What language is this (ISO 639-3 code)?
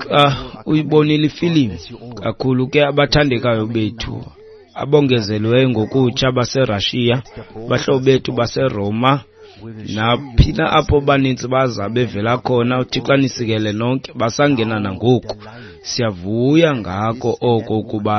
xho